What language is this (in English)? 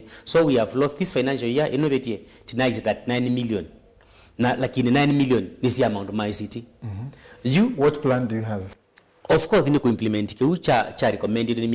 Kamba